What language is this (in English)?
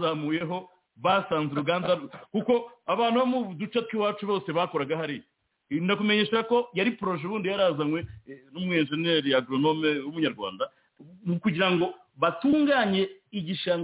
Kinyarwanda